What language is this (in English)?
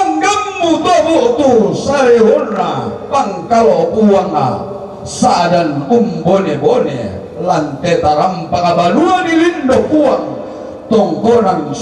Toraja-Sa'dan